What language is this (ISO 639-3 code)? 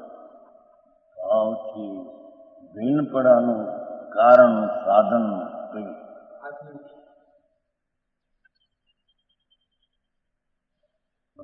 guj